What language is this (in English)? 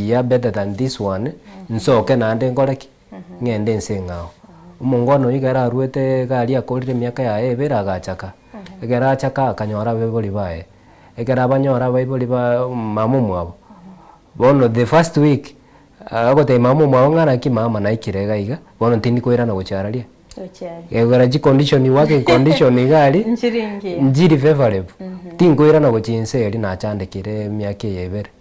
Gusii